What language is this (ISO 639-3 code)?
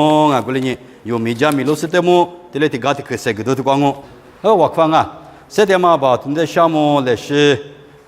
lis